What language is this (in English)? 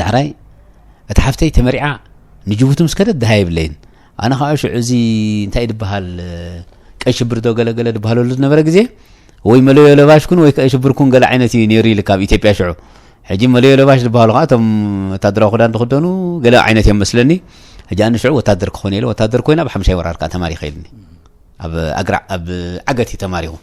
Tigrinya